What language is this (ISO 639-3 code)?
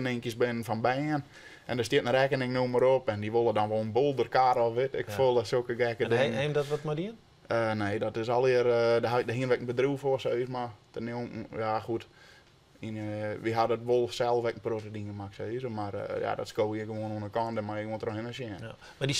fry